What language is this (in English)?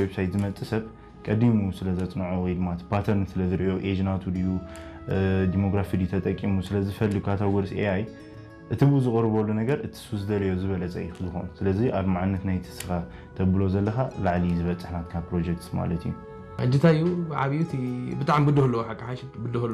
Tigrinya